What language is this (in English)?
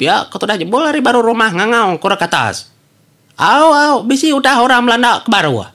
Iban